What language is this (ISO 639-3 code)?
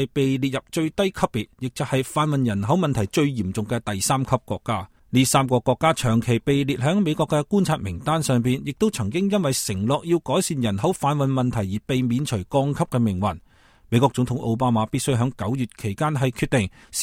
yue